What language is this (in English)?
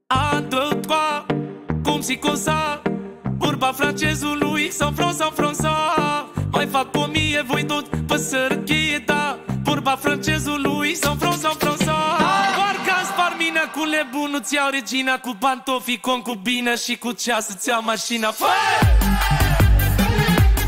Romanian